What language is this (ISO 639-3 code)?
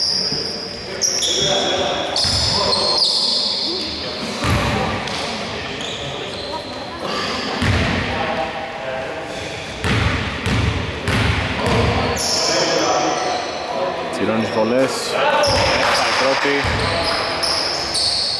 ell